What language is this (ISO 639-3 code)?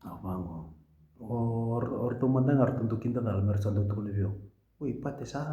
fij